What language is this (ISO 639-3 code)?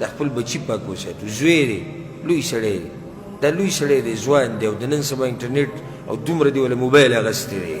pus